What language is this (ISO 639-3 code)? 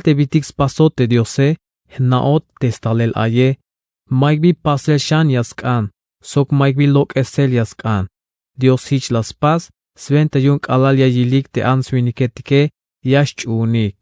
tzh